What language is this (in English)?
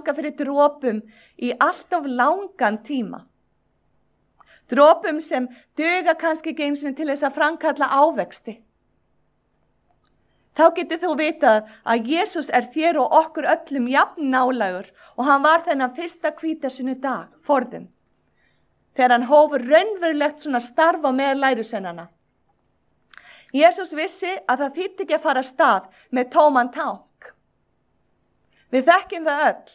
Icelandic